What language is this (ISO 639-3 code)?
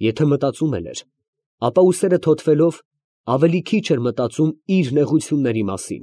hye